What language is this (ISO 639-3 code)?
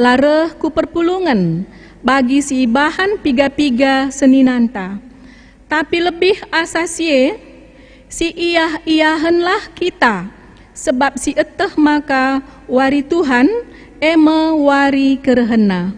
btx